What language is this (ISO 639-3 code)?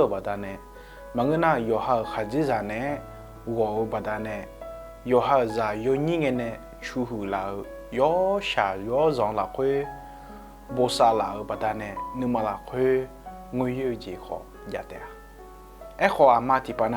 ahk